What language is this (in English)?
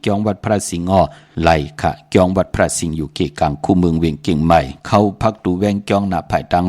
Shan